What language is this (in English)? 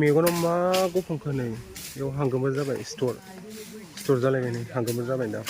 Bodo